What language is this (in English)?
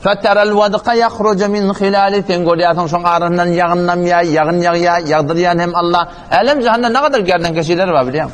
Turkmen